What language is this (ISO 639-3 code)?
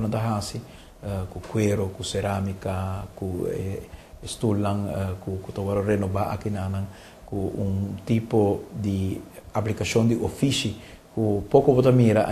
pap